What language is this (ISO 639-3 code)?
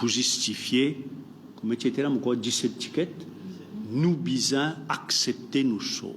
mfe